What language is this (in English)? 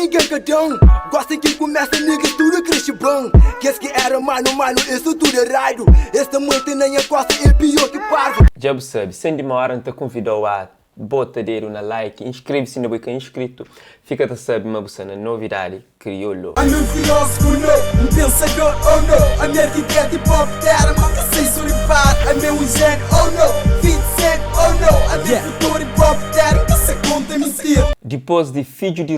Kabuverdianu